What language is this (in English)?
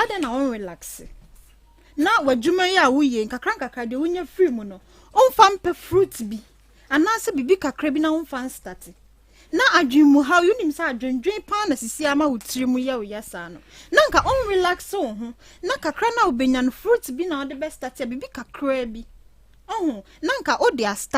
Akan